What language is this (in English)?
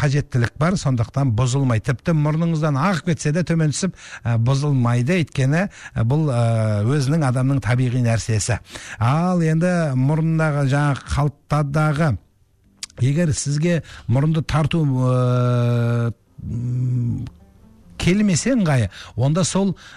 Kazakh